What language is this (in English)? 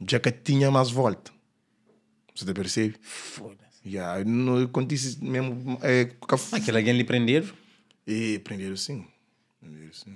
Kabuverdianu